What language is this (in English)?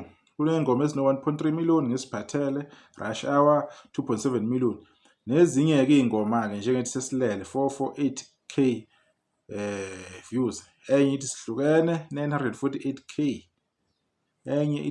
Zulu